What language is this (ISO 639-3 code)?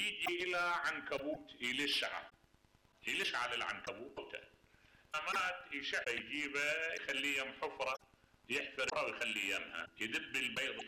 acm